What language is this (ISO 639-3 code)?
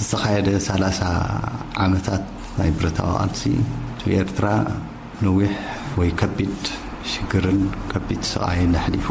tir